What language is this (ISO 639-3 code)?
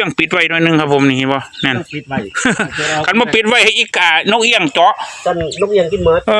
tts